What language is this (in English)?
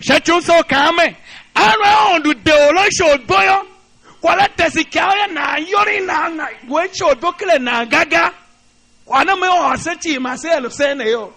Tiv